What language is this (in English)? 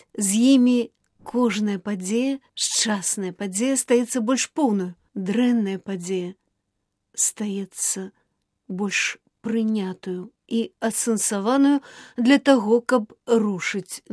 Belarusian